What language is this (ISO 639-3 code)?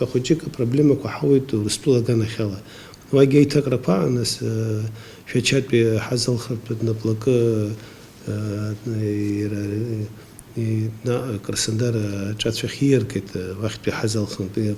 abk